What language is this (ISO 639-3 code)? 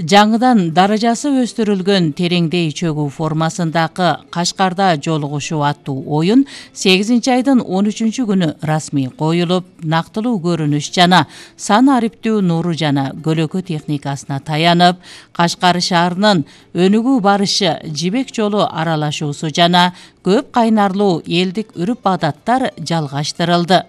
kir